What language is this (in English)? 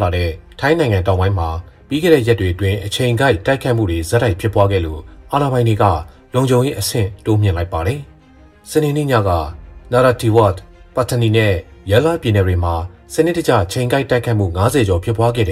Burmese